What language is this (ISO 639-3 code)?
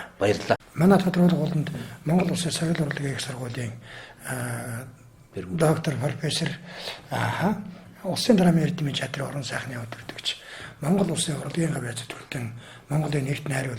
mon